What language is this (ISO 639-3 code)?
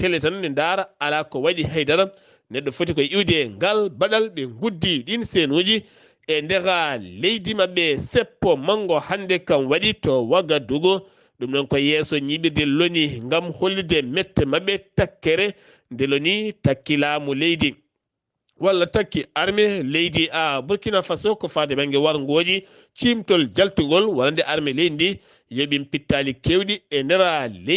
ful